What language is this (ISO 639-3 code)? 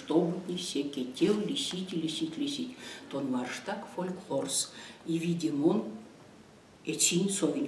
myv